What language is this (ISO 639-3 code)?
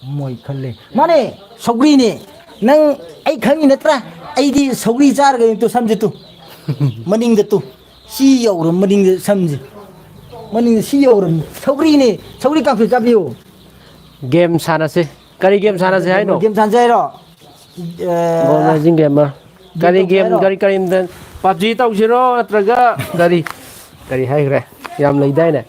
mni